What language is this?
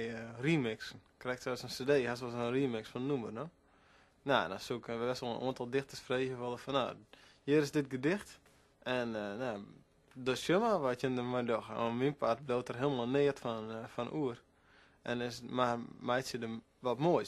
Western Frisian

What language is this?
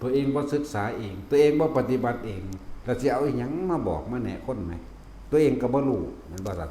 Northeastern Thai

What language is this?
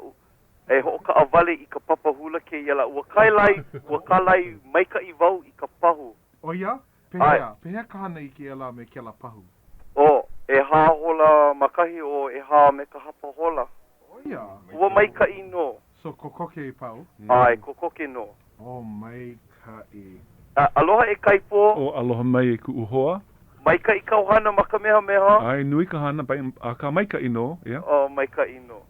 Hawaiian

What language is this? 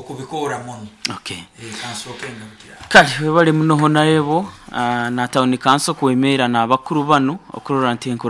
Nyoro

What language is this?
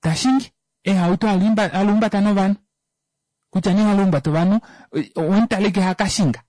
Kuanyama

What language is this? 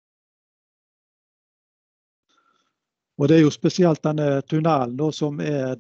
Norwegian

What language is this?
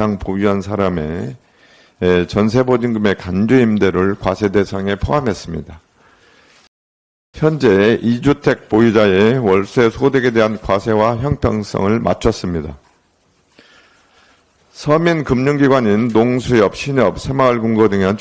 Korean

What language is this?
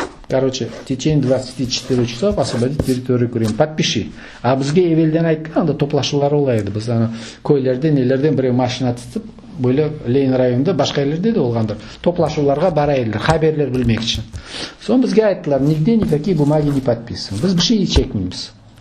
Crimean Tatar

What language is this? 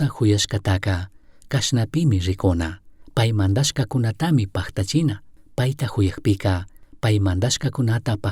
Chimborazo Highland Quichua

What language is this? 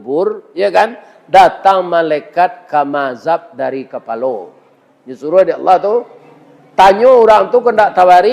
Minangkabau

